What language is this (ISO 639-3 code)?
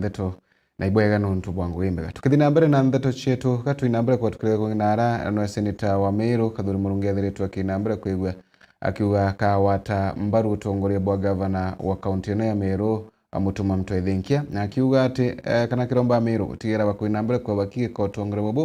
mer